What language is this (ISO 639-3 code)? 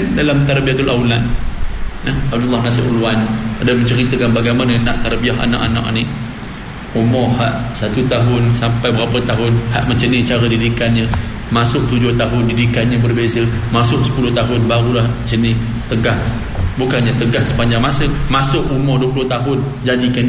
msa